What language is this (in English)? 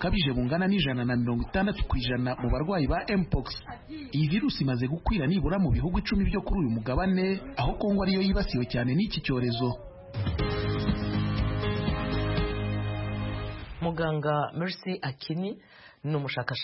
Kinyarwanda